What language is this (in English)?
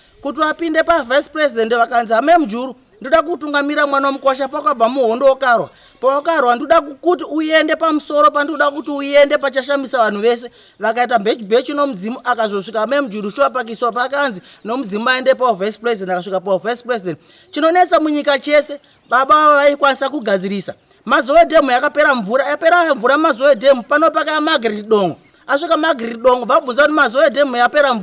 Shona